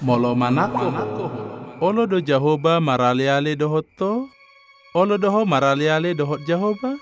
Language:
Batak Toba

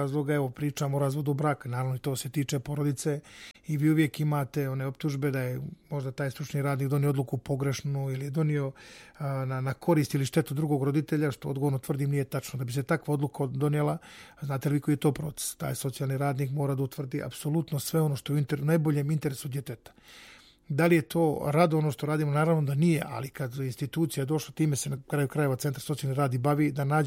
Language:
Serbian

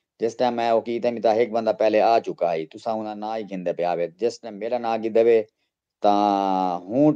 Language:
Saraiki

